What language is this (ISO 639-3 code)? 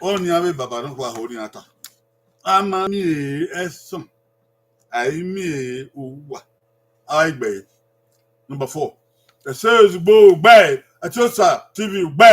bin